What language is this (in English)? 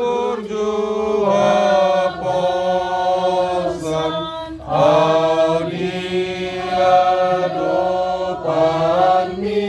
Batak Toba